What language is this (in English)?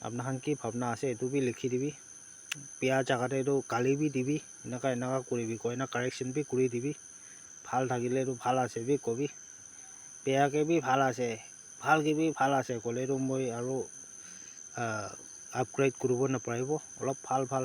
Naga Pidgin